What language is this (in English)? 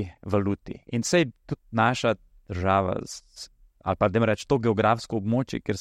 Slovenian